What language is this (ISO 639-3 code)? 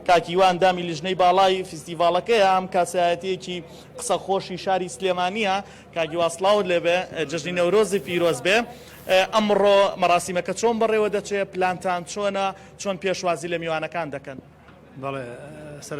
ckb